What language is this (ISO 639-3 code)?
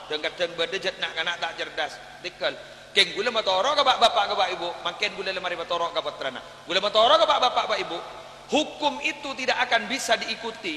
mad